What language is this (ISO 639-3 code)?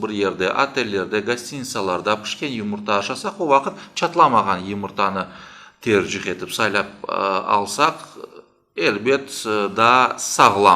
crh